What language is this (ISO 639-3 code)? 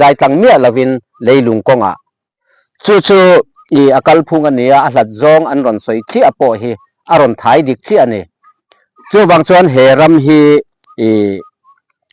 lus